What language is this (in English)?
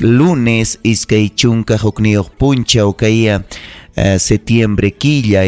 Ayacucho Quechua